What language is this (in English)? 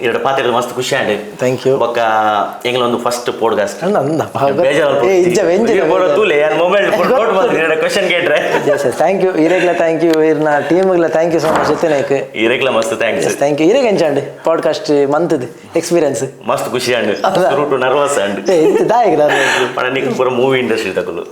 Tulu